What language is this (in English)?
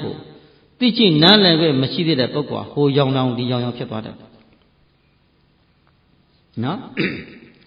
Burmese